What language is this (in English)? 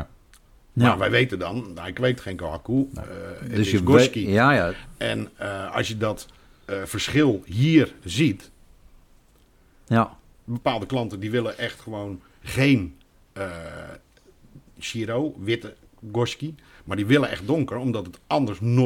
Dutch